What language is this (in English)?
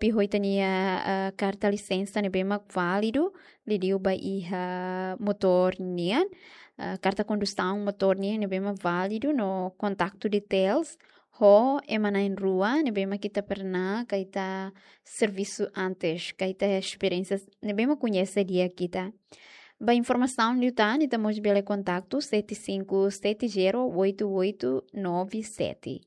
Tetum